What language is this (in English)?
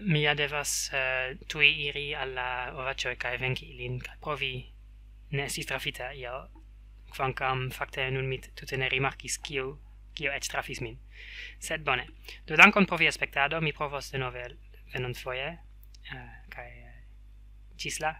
Esperanto